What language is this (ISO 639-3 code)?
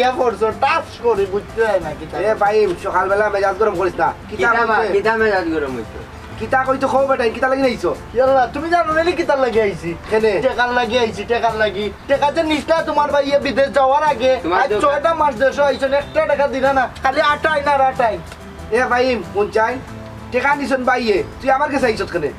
syl